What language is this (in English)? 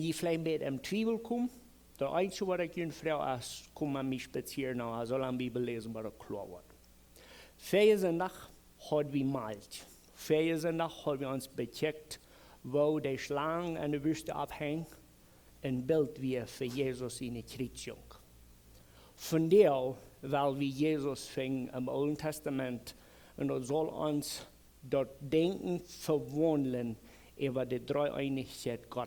Plautdietsch